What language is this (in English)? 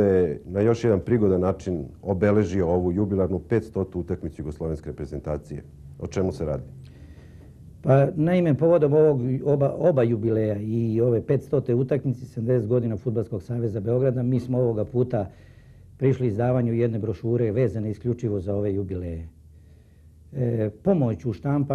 Serbian